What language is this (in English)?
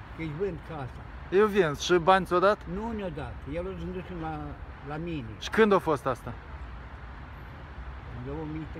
Romanian